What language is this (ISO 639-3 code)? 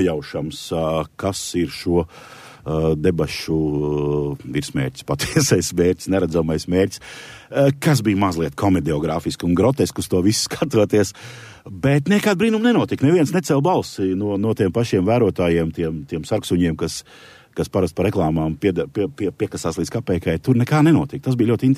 lav